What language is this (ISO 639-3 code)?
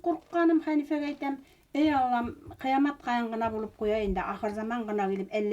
bak